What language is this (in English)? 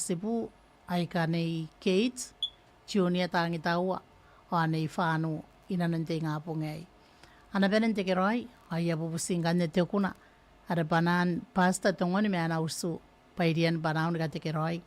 Gilbertese